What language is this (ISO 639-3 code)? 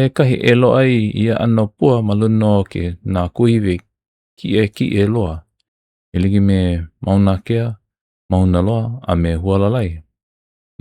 haw